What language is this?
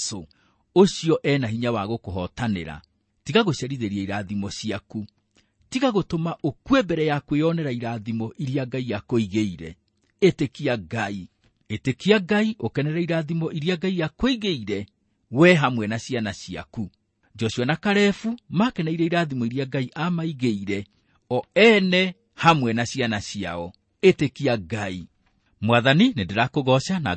Kikuyu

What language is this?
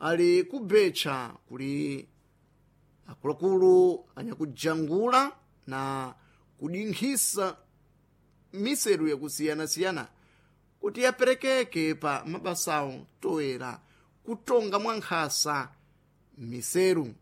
Sena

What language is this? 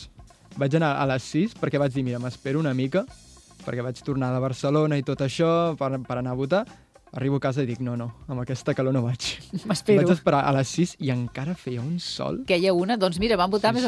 Catalan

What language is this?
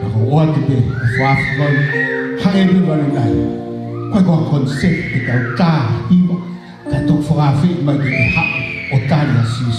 Tongan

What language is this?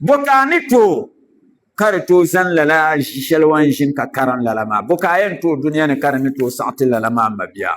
Dagbani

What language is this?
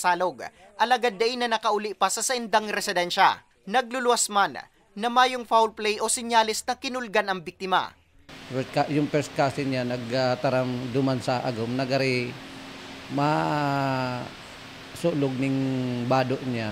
Bikol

